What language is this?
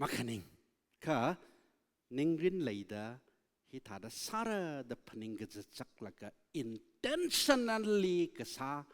Tangkhul Naga (India)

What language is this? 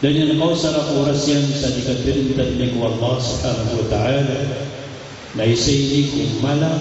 Maranao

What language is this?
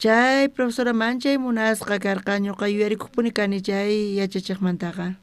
South Bolivian Quechua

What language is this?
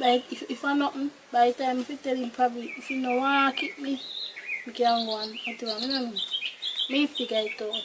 Jamaican Creole English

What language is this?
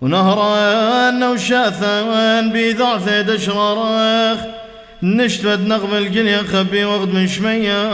Classical Syriac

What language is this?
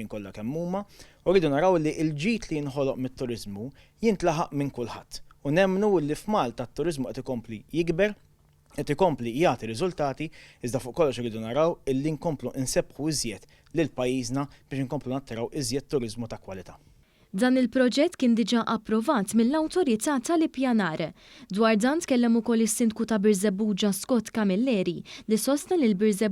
Maltese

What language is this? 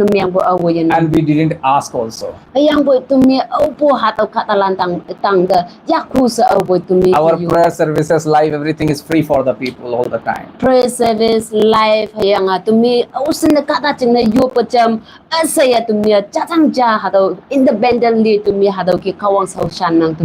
Konyak Naga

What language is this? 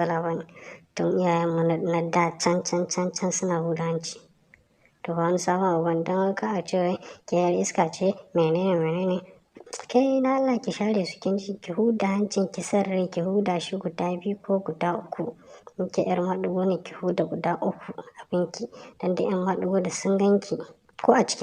Hausa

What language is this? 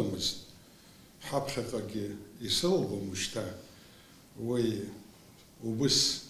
Abkhazian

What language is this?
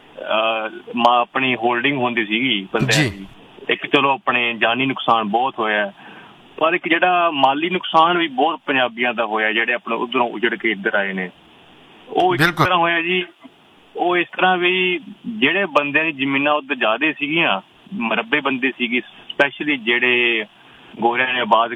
Punjabi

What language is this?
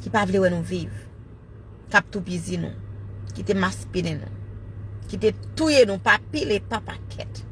Haitian Creole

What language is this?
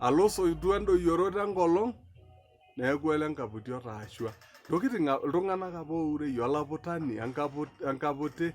Masai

